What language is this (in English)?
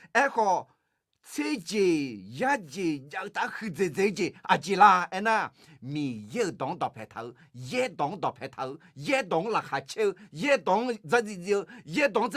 Akha